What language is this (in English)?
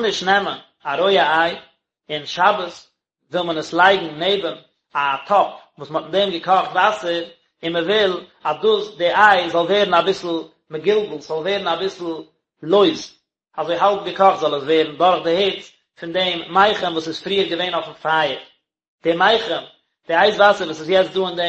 Yiddish